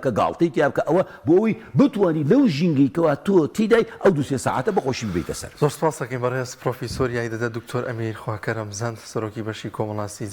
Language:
Central Kurdish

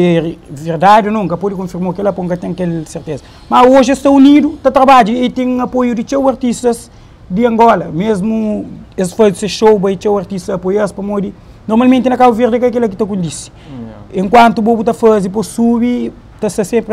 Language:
Kabuverdianu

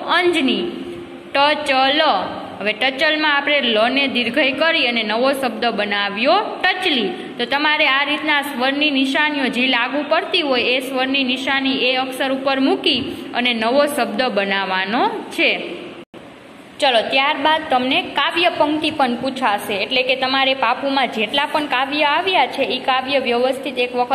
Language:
Gujarati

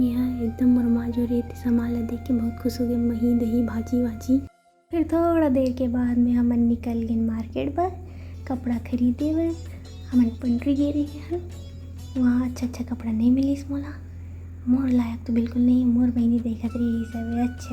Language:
Chhattisgarhi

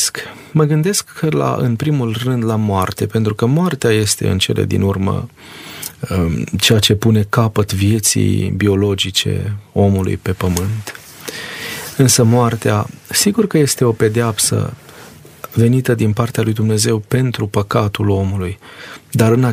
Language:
Romanian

